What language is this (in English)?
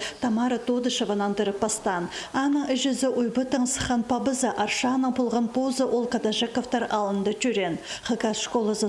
Khakas